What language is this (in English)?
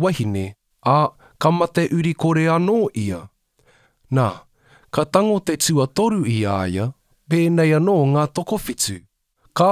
Māori